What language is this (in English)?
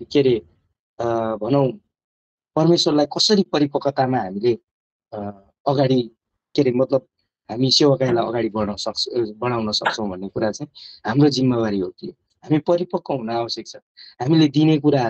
Nepali